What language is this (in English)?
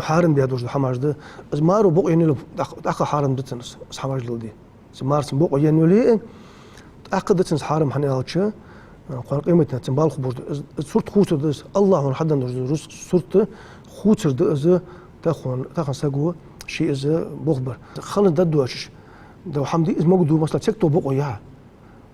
Ingush